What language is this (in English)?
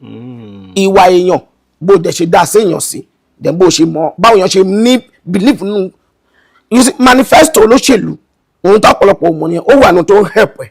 Yoruba